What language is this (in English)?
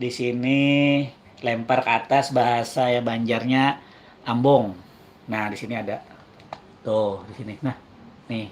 Banjar